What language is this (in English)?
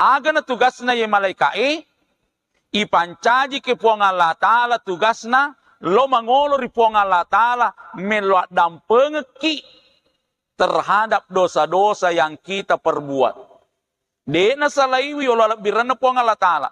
Buginese